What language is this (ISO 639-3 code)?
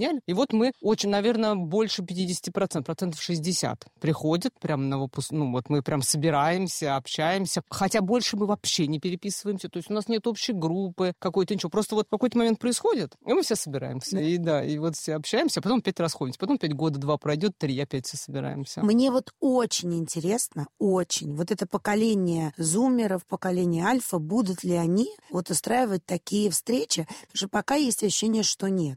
rus